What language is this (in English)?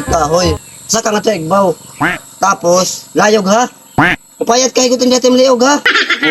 Waray